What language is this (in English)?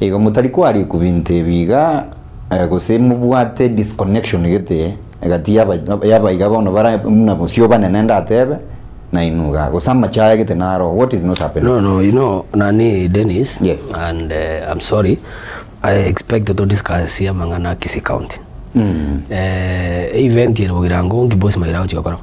Gusii